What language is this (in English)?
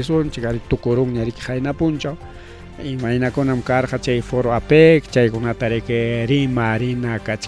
Ayacucho Quechua